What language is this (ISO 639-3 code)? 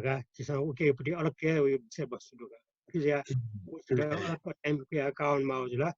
new